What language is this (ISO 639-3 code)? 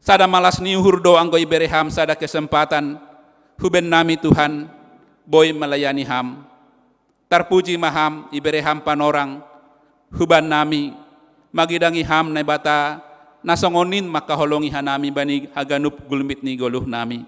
bts